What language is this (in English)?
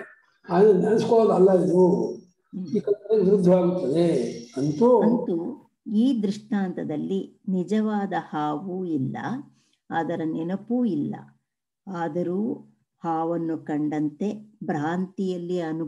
Kannada